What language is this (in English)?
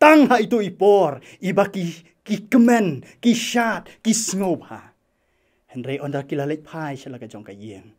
Khasi